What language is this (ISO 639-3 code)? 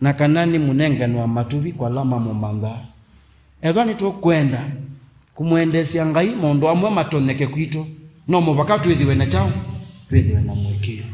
kam